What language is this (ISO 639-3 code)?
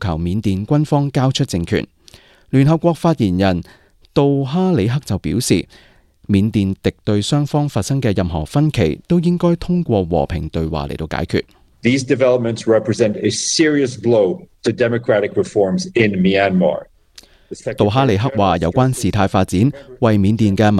yue